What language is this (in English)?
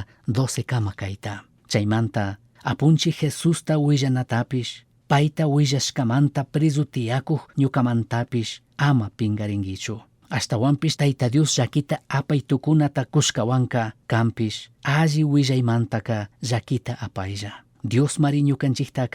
Chimborazo Highland Quichua